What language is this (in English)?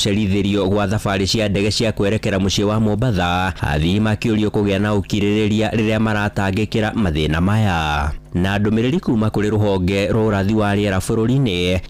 Kikuyu